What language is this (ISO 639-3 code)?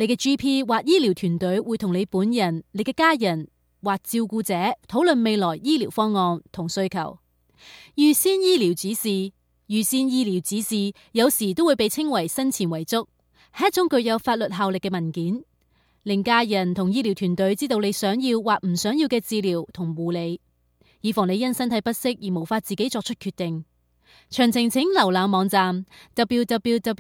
yue